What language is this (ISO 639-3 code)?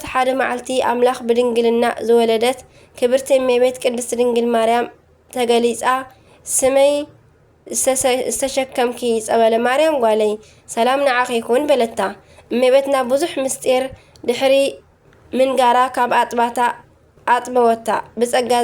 tir